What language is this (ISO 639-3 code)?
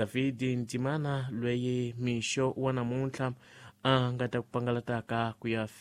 tso